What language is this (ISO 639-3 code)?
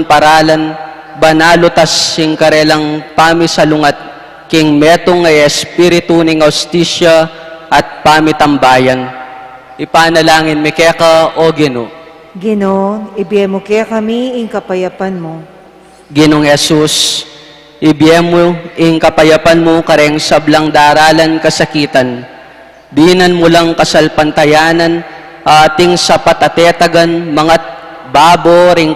pam